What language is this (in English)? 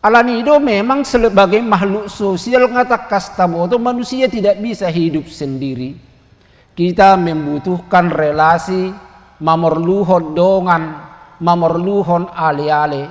Batak Toba